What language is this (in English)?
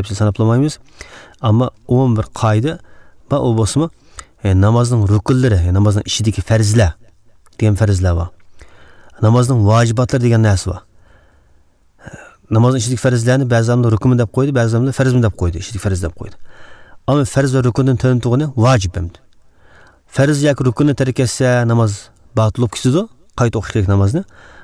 Uzbek